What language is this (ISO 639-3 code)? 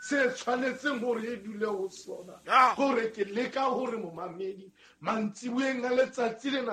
sot